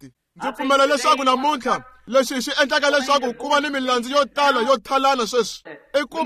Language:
Tsonga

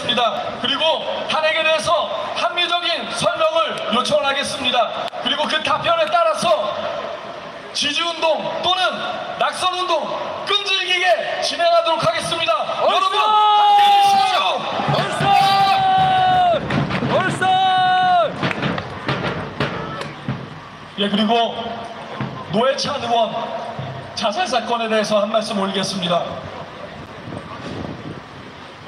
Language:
Korean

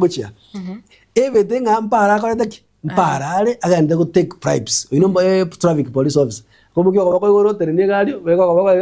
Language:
Gusii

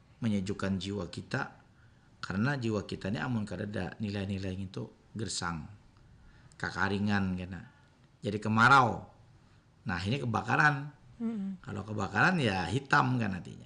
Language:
Banjar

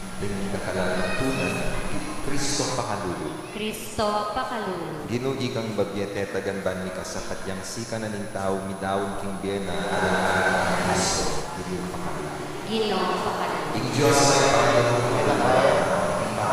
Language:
Pampanga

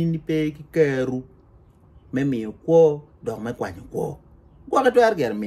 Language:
Acoli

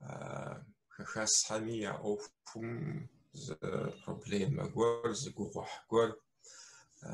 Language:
Kabardian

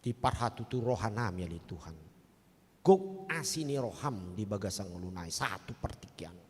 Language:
Batak Toba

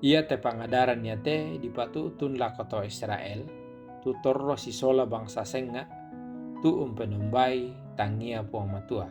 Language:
Toraja-Sa'dan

